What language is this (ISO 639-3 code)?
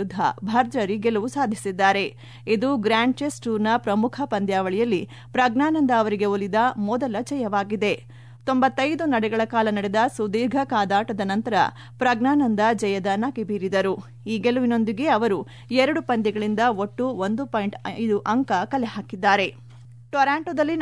kan